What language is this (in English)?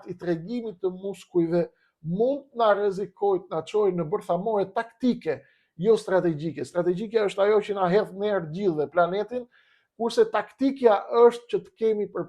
Albanian